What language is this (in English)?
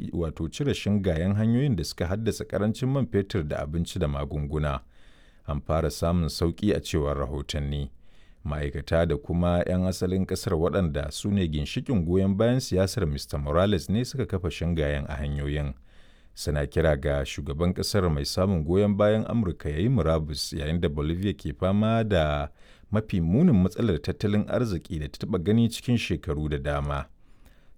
Hausa